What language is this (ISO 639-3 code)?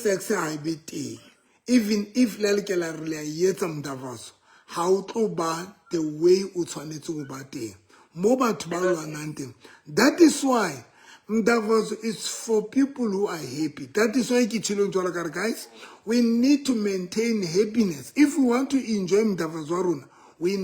sot